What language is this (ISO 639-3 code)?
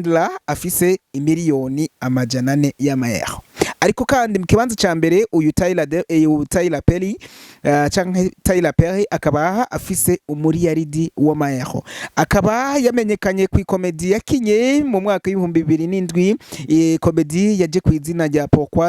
run